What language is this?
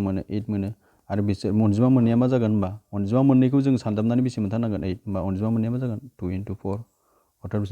Bodo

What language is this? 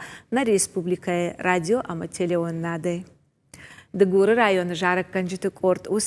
Ossetic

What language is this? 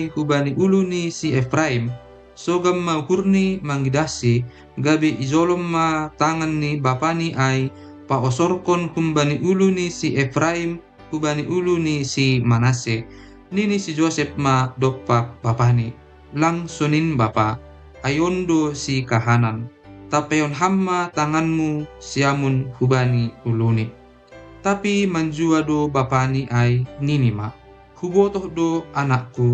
Batak Simalungun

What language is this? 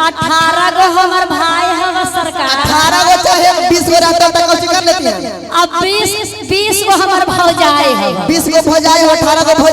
Magahi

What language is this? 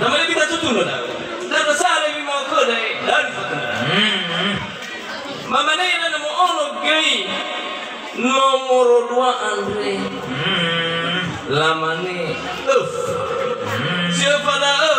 Nias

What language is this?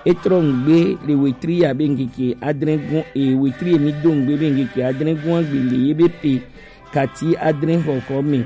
Gen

